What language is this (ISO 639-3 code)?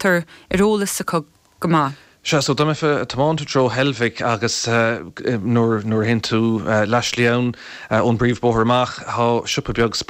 gle